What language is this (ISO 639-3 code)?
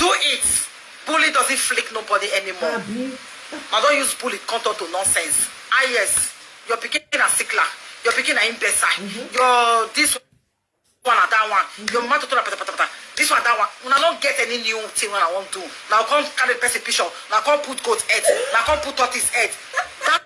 pcm